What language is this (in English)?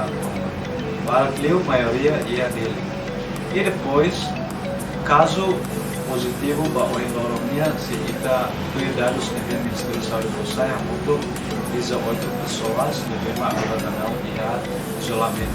Tetum